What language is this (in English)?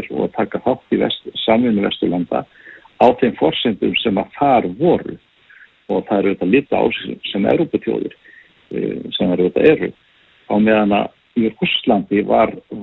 Icelandic